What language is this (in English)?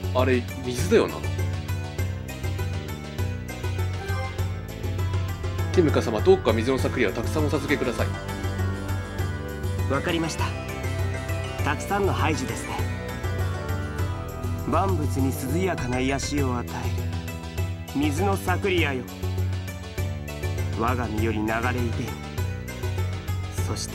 Japanese